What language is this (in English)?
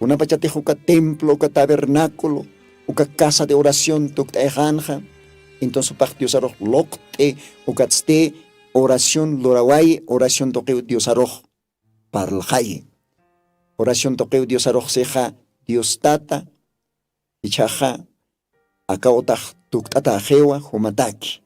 Aymara